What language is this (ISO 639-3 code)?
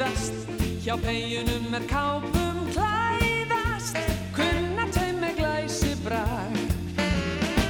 isl